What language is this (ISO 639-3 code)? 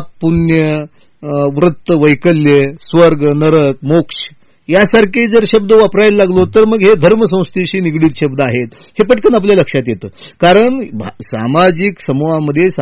mar